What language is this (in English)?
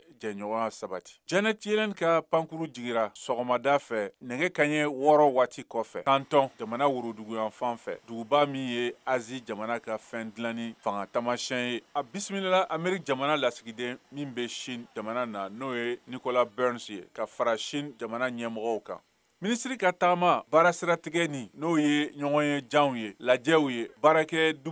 Bambara